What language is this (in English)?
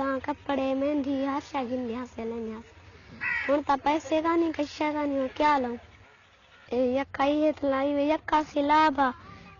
Saraiki